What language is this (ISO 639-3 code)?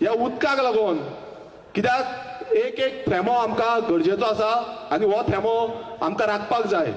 kok